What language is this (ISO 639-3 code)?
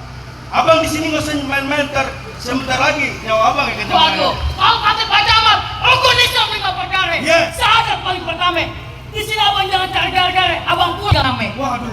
bew